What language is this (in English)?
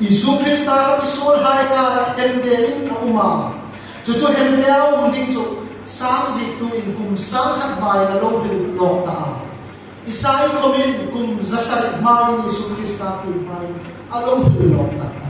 Hmar